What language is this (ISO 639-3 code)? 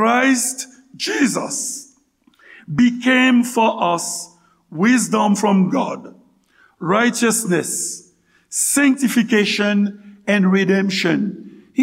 hat